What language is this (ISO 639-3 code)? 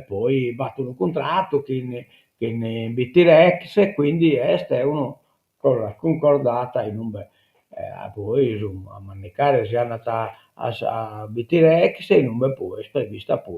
srd